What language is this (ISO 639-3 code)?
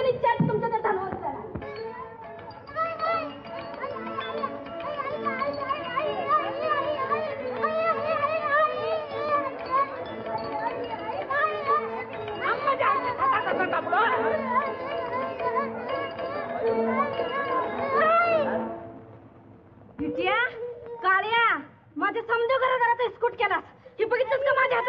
mar